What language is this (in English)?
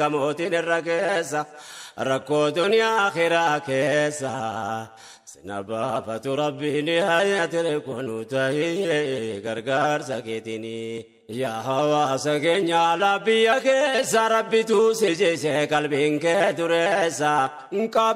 Oromo